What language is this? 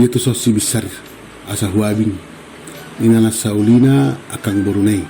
Batak Toba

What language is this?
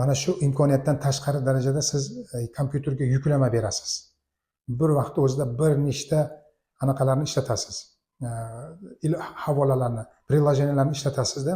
Uzbek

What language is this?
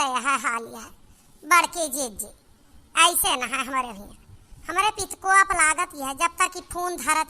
Awadhi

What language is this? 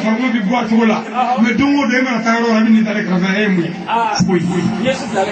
Bambara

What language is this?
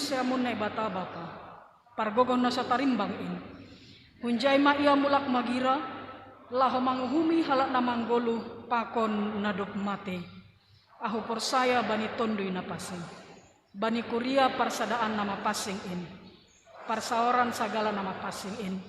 Batak Simalungun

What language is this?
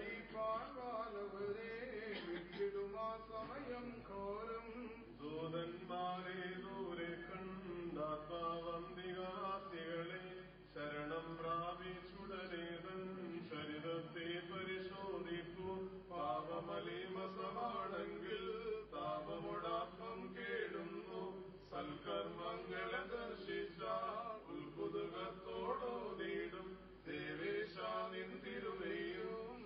Malayalam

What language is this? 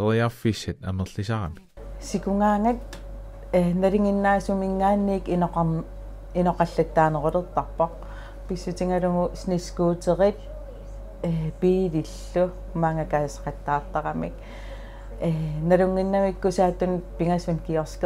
Kalaallisut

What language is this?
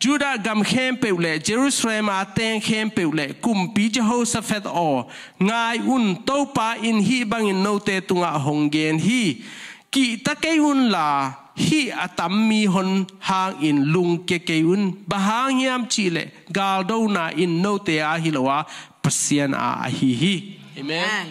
Tedim Chin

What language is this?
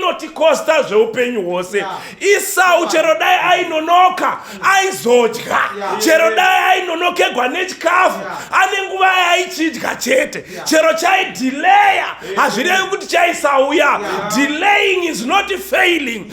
Shona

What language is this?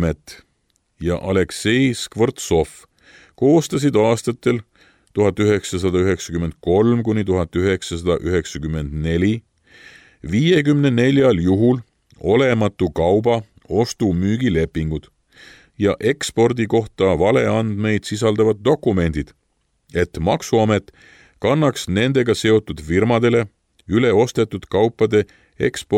Estonian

